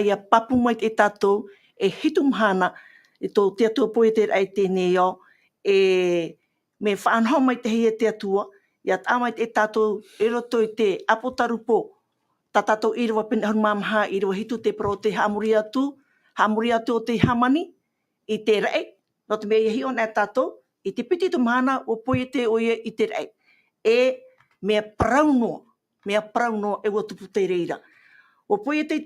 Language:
Tahitian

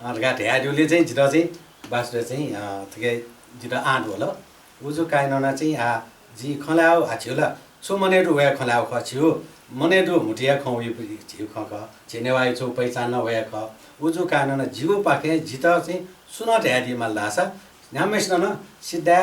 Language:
Newari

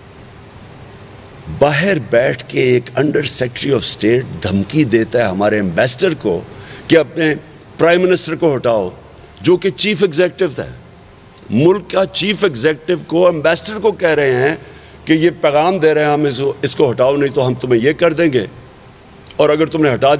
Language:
Urdu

